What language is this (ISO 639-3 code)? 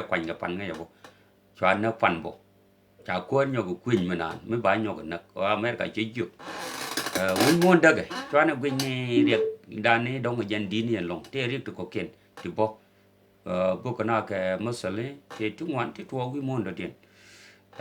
nus